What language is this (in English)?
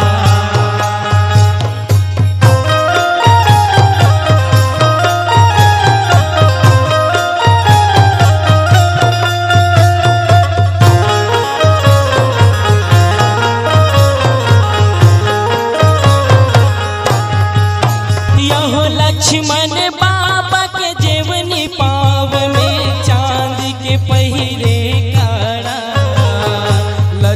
Chhattisgarhi